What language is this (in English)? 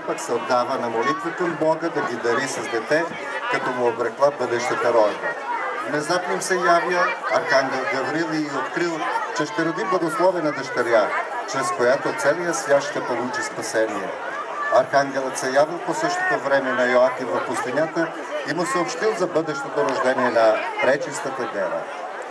Bulgarian